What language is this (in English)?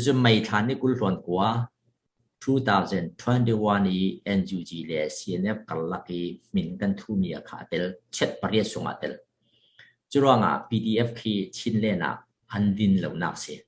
Falam Chin